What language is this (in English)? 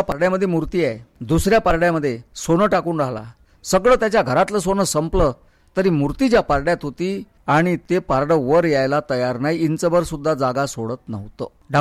Marathi